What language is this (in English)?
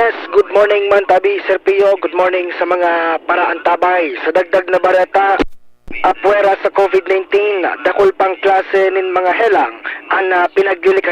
Bikol